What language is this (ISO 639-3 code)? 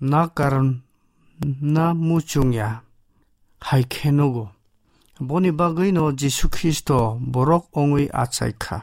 trp